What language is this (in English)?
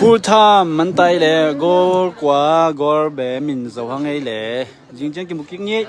Tedim Chin